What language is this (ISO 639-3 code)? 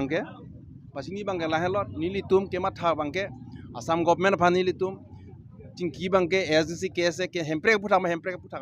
mjw